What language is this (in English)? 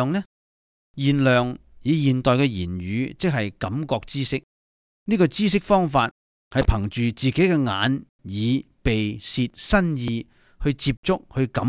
Cantonese